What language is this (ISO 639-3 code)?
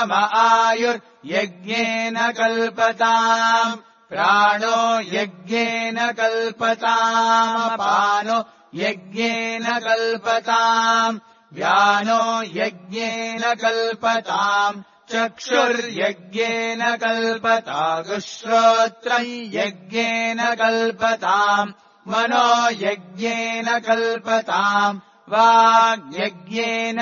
san